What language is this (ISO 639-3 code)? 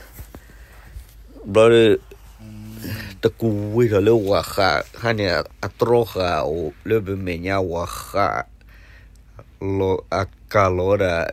ksw